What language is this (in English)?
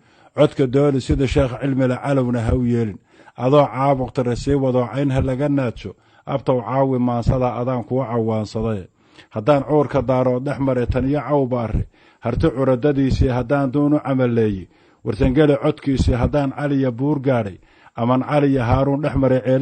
Somali